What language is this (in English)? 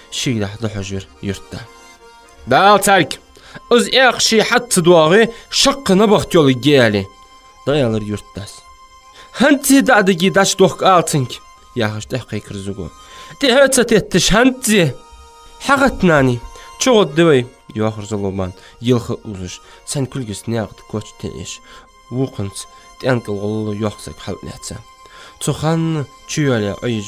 Ingush